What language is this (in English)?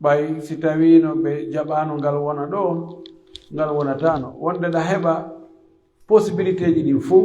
Pular